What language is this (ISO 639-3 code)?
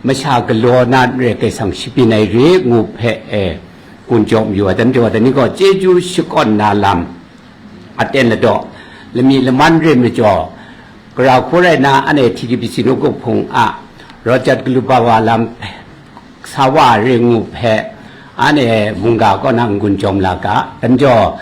kac